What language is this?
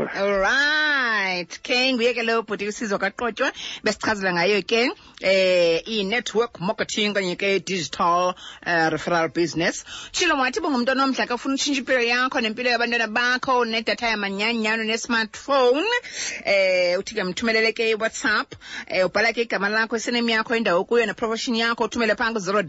Xhosa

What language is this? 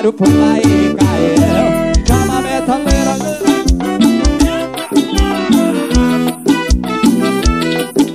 Portuguese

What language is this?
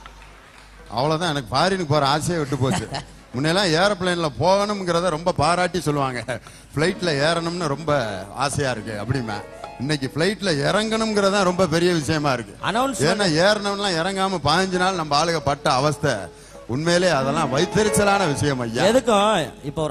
Tamil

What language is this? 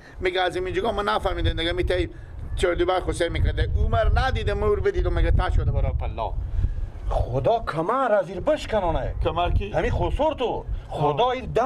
Persian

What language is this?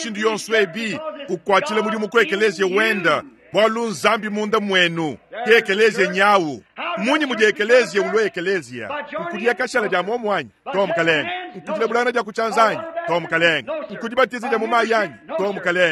Luba-Lulua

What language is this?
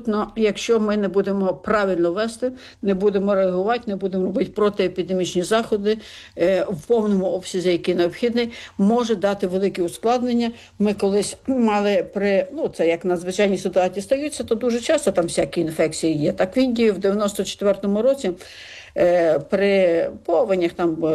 Ukrainian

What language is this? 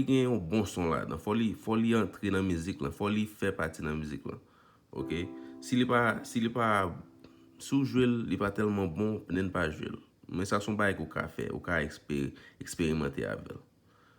Haitian Creole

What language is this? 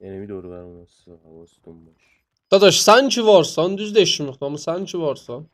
South Azerbaijani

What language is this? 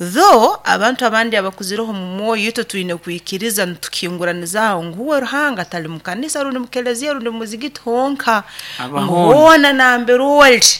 Nyoro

